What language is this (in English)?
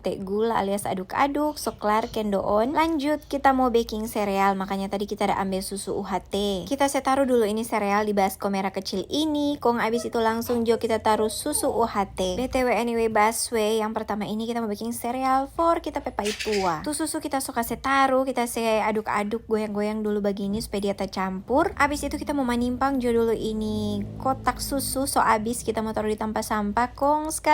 Manado Malay